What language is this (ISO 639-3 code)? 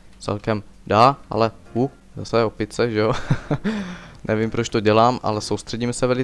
ces